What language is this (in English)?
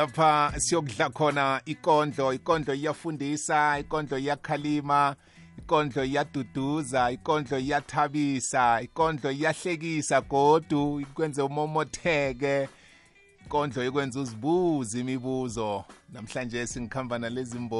South Ndebele